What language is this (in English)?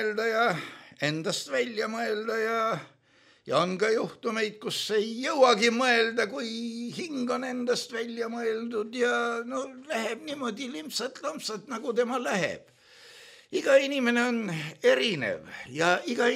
Estonian